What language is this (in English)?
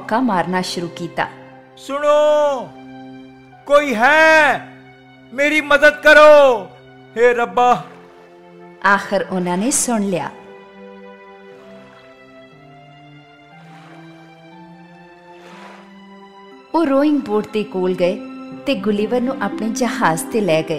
Punjabi